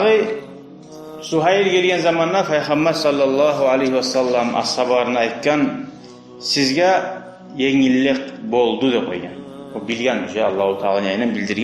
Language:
Kumyk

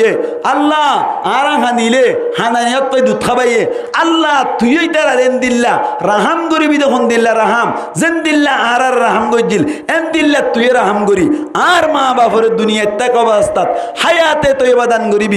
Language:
Rohingya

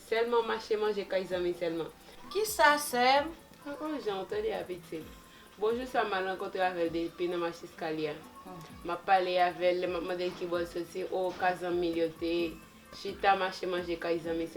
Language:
Haitian Creole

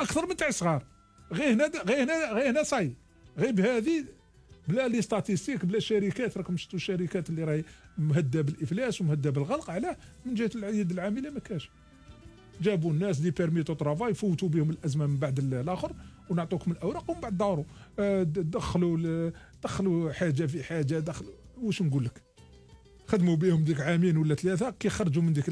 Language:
Algerian Arabic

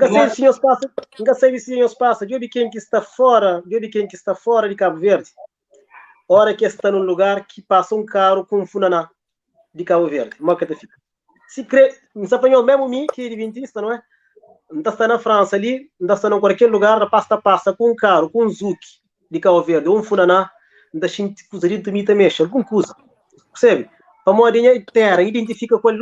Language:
Kabuverdianu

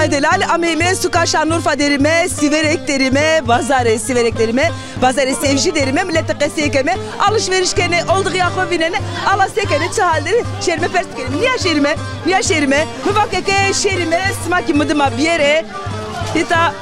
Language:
Zaza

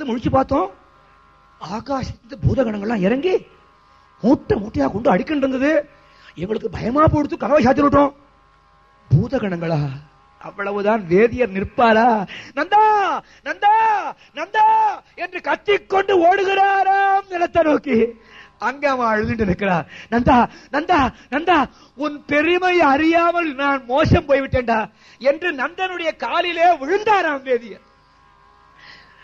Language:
Tamil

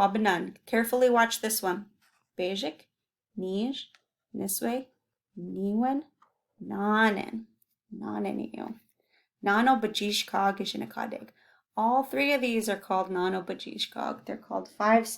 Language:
Chippewa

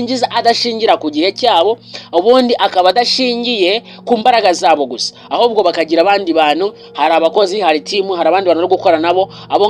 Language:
Kinyarwanda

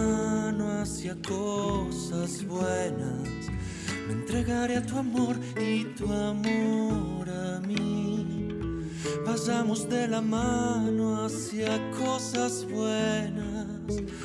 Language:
Spanish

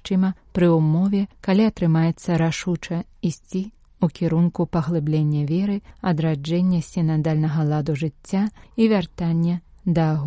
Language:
Belarusian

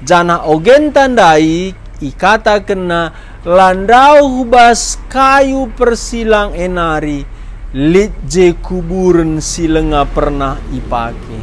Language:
Batak Karo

